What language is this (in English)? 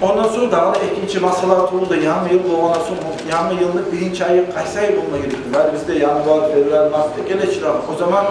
Kumyk